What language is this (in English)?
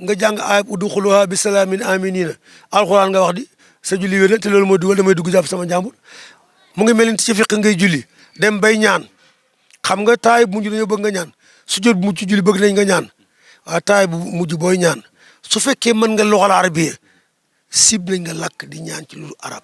Wolof